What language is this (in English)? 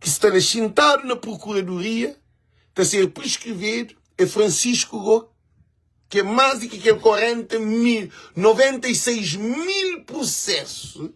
Kabuverdianu